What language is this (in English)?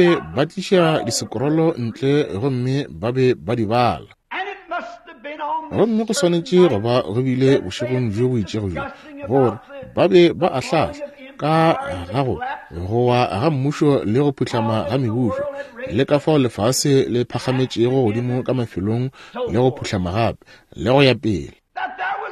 Northern Sotho